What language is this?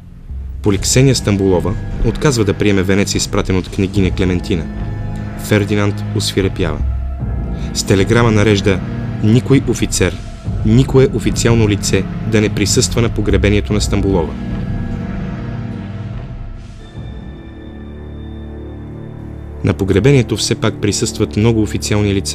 Bulgarian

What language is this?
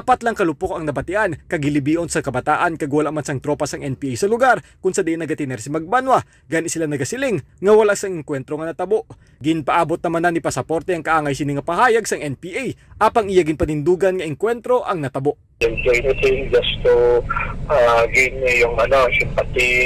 Hiligaynon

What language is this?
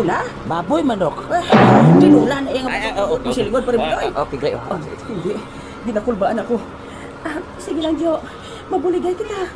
Hiligaynon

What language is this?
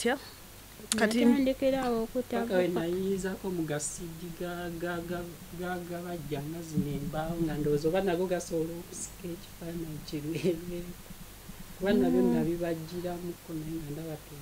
Ganda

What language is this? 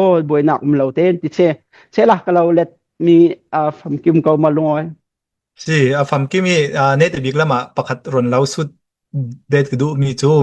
Hakha Chin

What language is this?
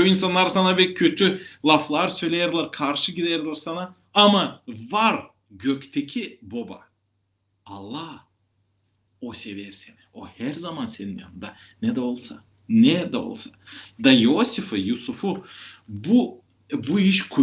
Gagauz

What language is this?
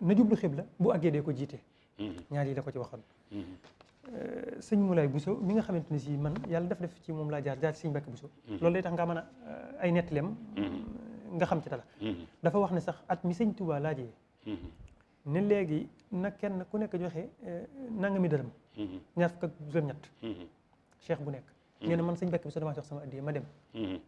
Wolof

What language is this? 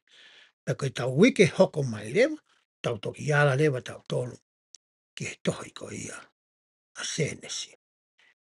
Tongan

